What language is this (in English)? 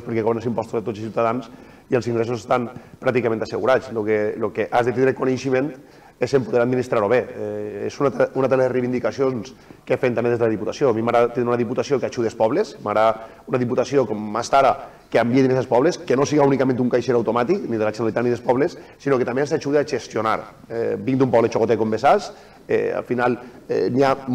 Catalan